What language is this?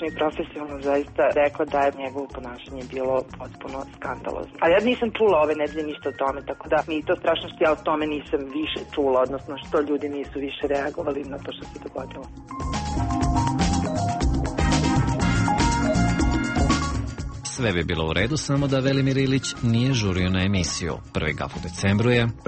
Serbian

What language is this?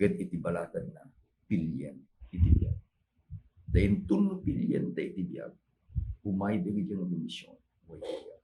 Iloko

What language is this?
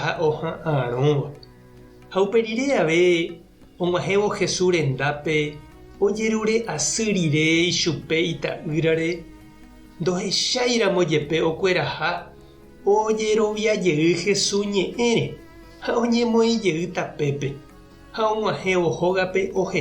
Guarani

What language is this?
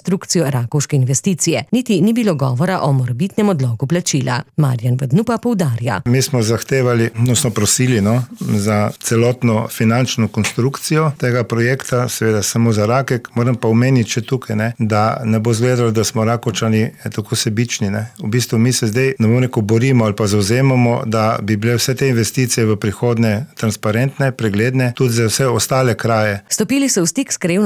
Slovenian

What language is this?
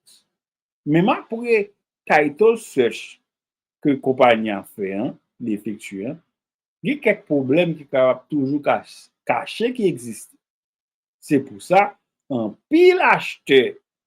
Haitian Creole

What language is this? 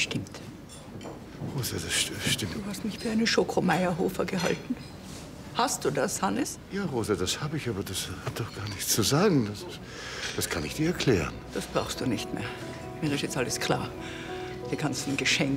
German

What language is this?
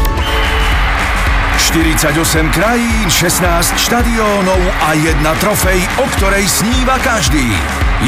Slovak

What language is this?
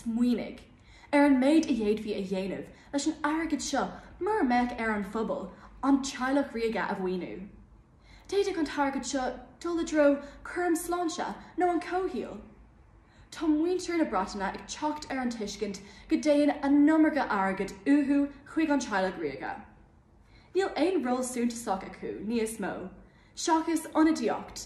Irish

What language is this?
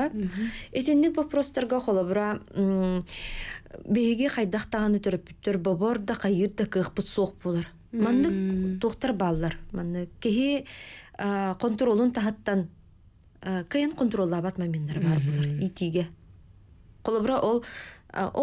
Yakut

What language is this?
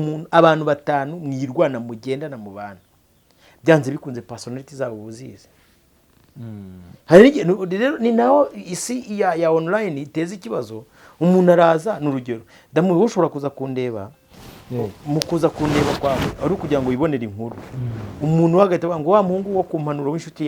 Kinyarwanda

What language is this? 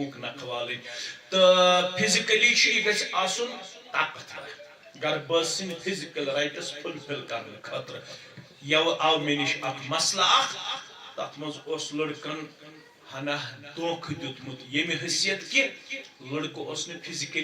Kashmiri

